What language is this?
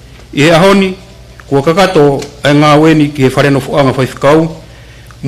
Tongan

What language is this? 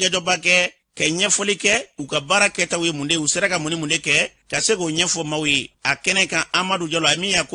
Bambara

